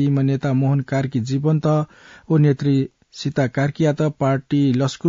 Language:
Newari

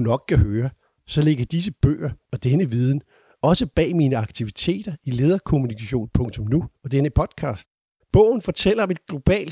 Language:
Danish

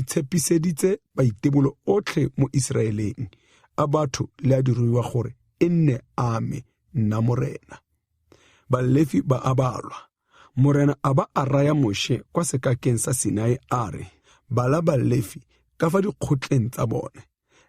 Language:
Tswana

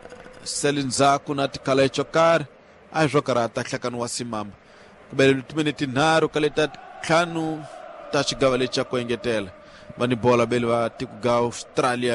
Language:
Tsonga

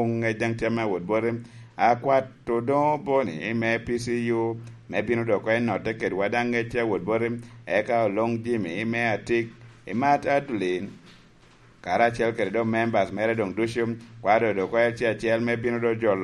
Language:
Lango (Uganda)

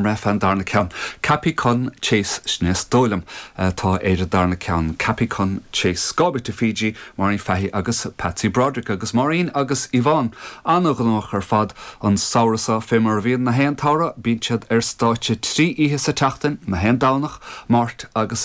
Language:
Irish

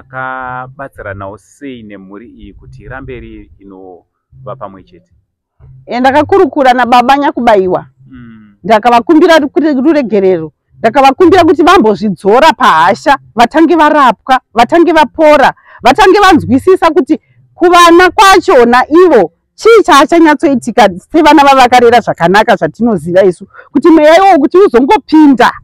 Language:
Shona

